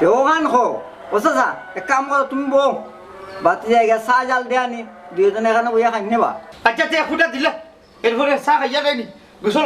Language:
Sylheti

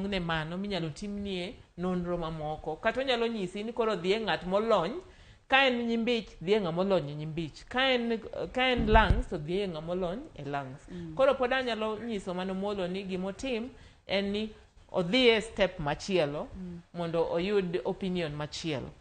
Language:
Luo (Kenya and Tanzania)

